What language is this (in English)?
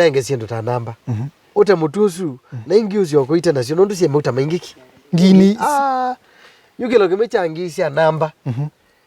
Kamba